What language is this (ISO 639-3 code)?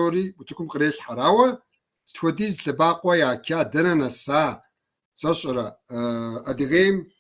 kbd